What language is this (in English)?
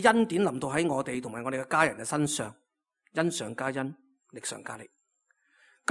Cantonese